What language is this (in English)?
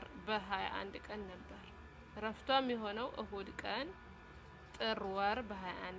Amharic